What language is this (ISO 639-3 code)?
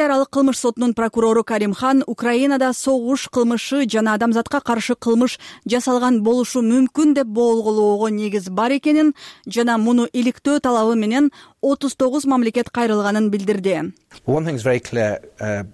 kir